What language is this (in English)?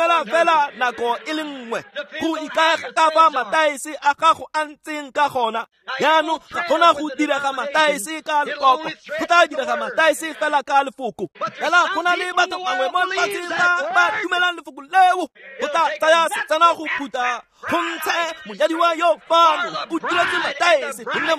Tswana